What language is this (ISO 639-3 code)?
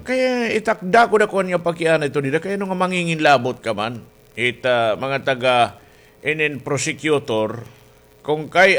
war